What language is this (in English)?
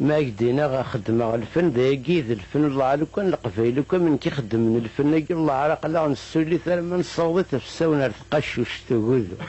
Kabyle